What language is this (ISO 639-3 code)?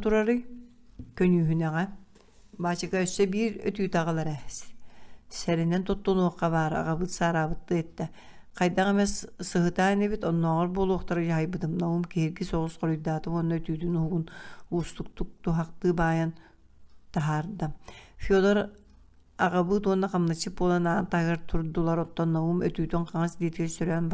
sah